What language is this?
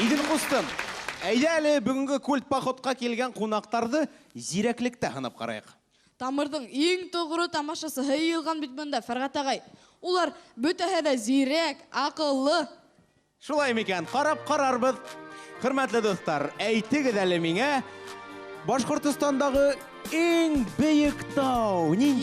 Bashkir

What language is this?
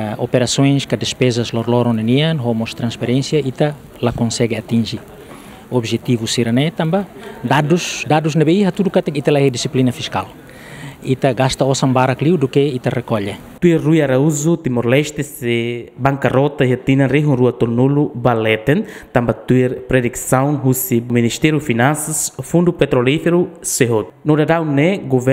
Tetum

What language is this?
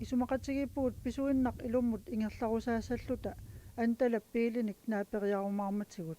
Kalaallisut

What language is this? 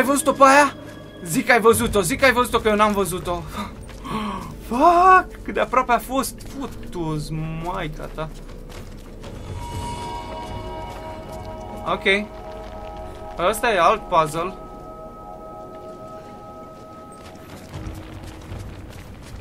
Romanian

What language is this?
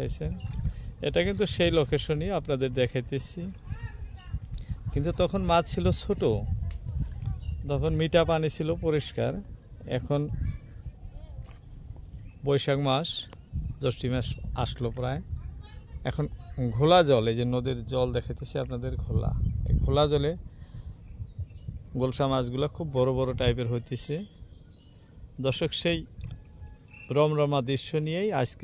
Bangla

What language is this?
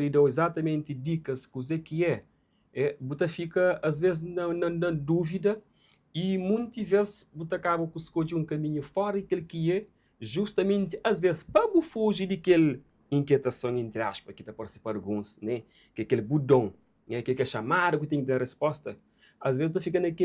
Kabuverdianu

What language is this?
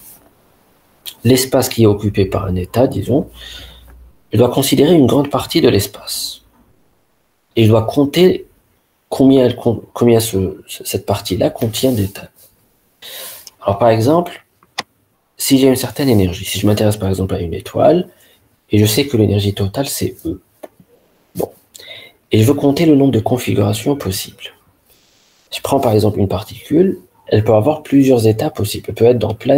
French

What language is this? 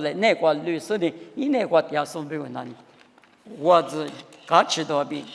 Lisu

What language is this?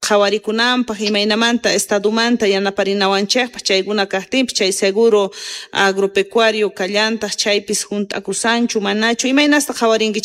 South Bolivian Quechua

